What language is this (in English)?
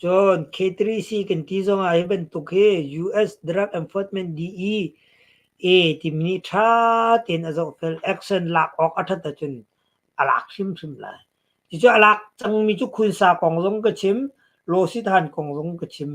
Hakha Chin